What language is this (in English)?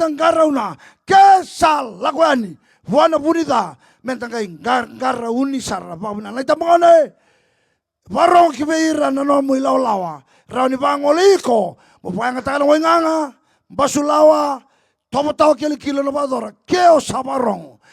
Fijian